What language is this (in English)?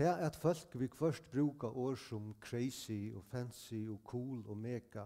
Faroese